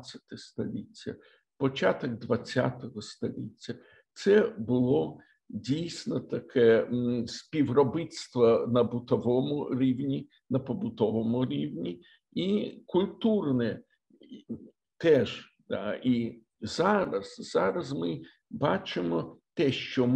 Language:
Ukrainian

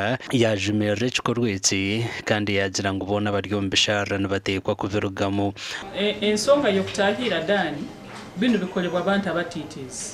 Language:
Nyankole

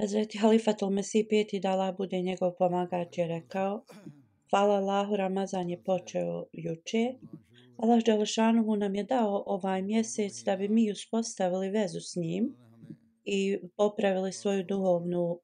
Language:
Bosnian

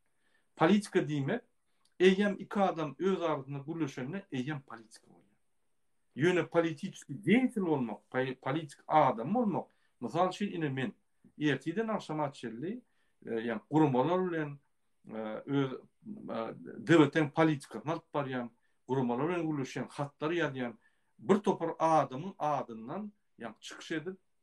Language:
Turkmen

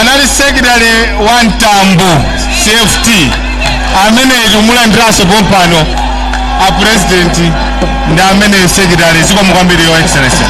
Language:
Nyanja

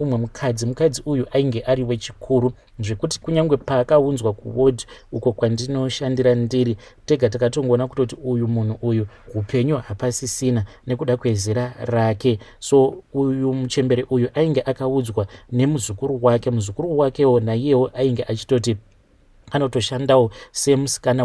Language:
Shona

